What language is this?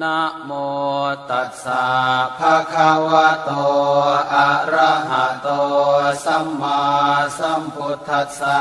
Pali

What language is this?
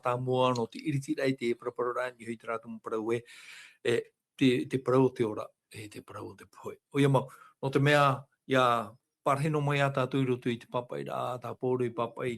Tahitian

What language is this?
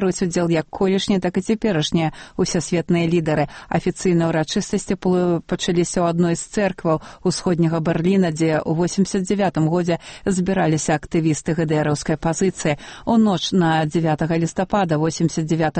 Belarusian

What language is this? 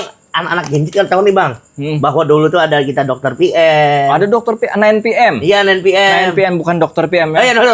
Banjar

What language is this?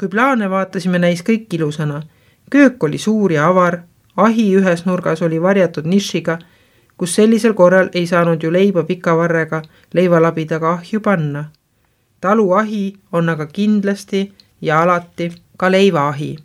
Estonian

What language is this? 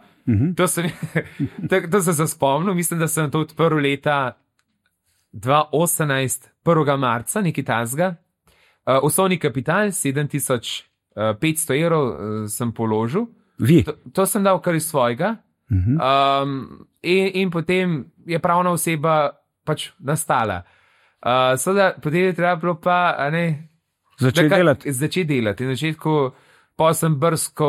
Slovenian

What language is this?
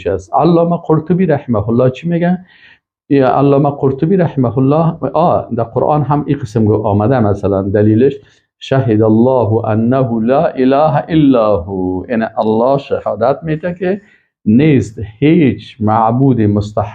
Persian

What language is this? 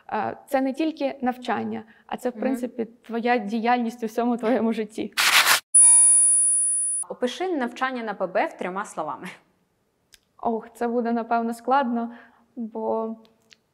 Ukrainian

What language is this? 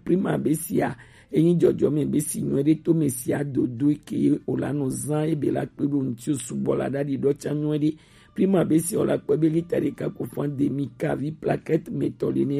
Gen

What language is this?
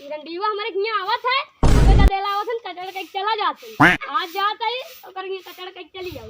Awadhi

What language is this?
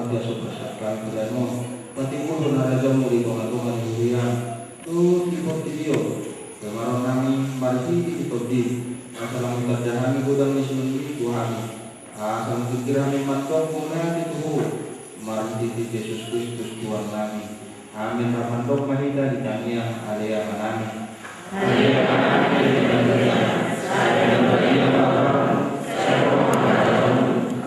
Batak Toba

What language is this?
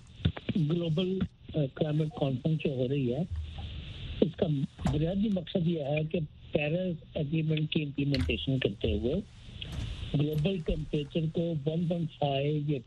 Urdu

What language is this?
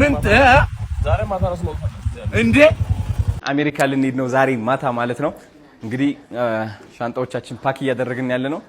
Amharic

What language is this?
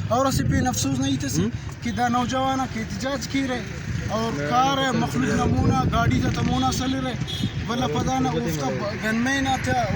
Brahui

